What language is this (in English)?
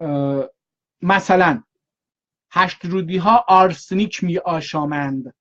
South Azerbaijani